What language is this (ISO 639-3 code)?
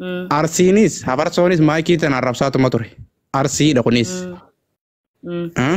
orm